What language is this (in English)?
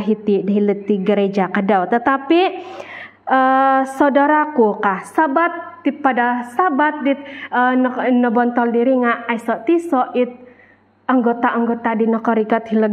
Central Dusun